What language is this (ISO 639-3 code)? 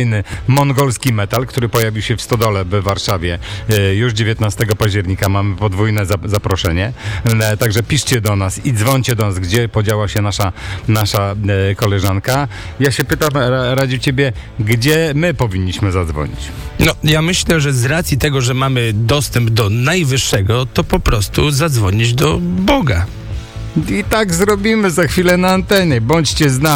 pol